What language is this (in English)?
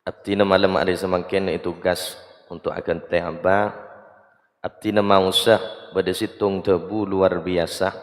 Madurese